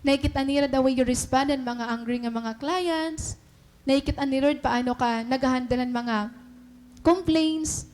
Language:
Waray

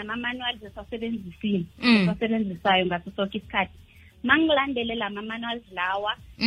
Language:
South Ndebele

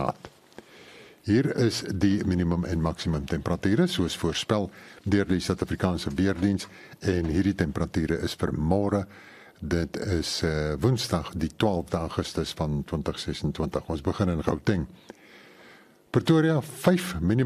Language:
Afrikaans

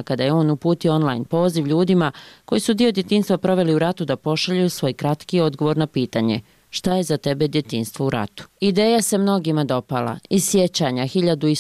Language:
Bosnian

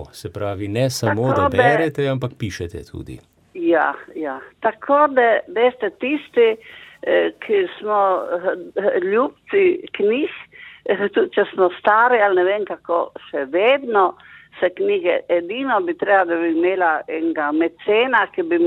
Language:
Slovenian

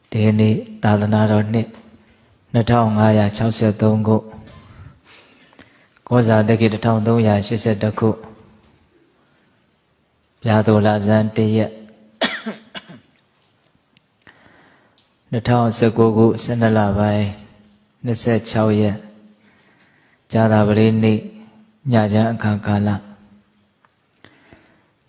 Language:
Burmese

